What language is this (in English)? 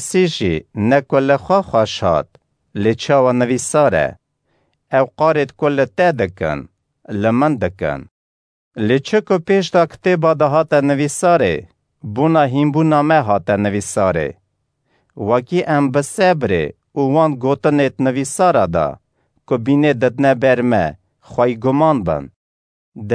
Kurdish